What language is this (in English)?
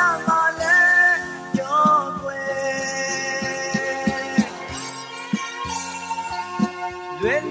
Burmese